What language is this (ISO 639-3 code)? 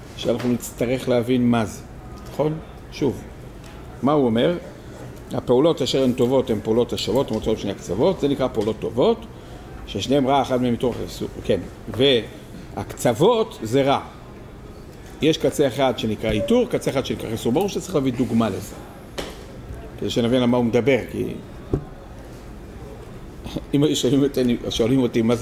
heb